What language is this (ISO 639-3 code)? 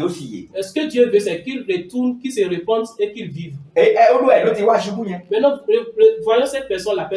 yor